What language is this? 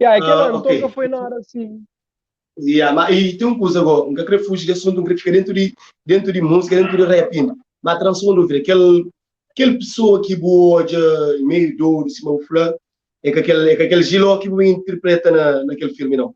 Kabuverdianu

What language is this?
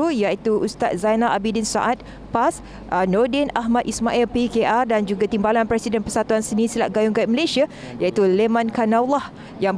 Malay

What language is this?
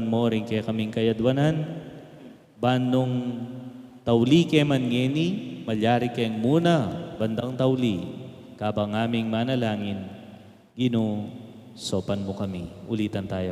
Pampanga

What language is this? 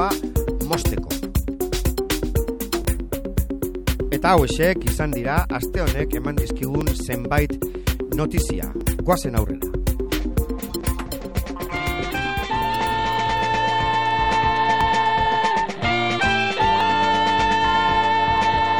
Basque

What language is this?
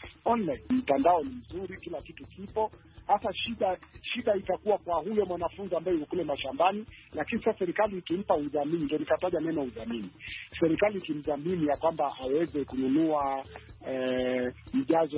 Swahili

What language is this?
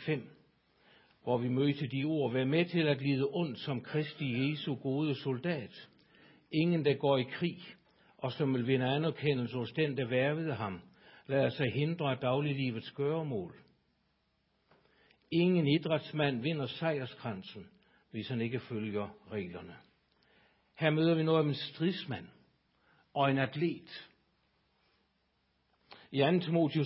Danish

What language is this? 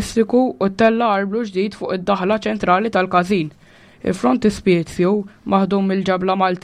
Maltese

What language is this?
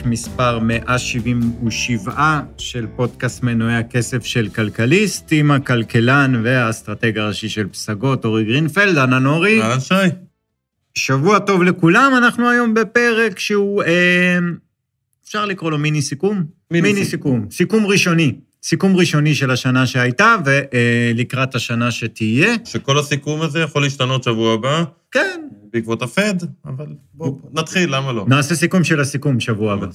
Hebrew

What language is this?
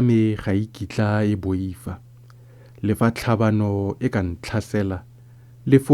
Tswana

